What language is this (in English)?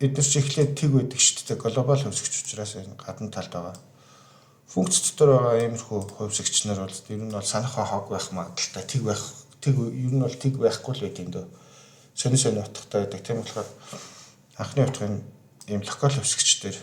Mongolian